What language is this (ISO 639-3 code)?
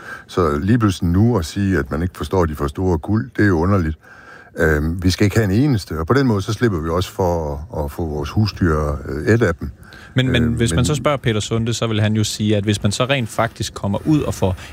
dan